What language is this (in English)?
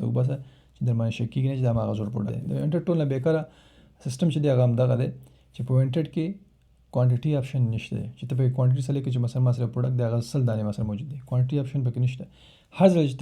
Pashto